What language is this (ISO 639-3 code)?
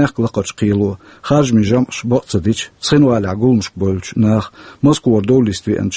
che